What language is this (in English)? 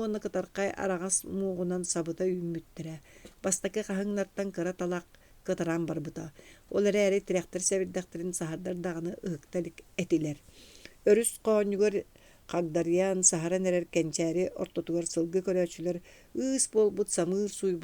Yakut